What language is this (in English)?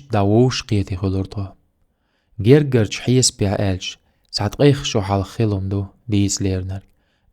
Chechen